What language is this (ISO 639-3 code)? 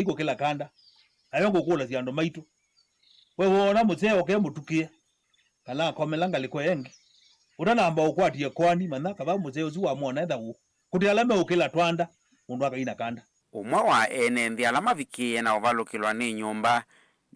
kam